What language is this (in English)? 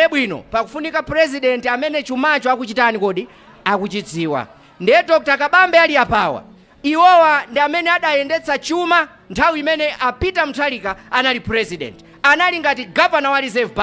Nyanja